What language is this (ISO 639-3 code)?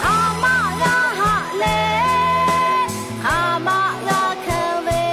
lhu